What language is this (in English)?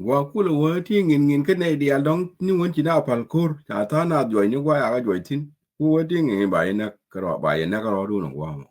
Nuer